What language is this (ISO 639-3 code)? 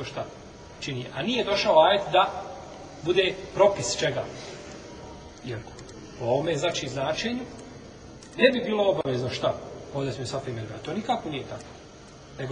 bos